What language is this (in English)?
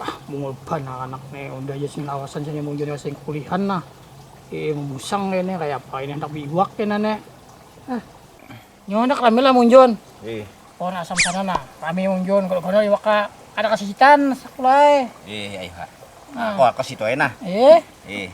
Banjar